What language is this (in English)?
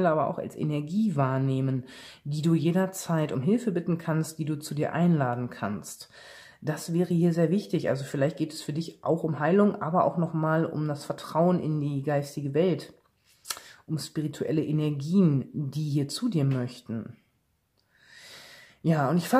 German